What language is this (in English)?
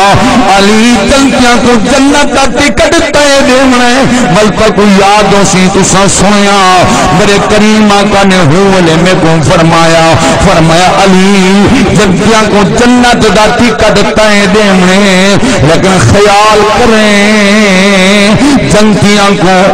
Saraiki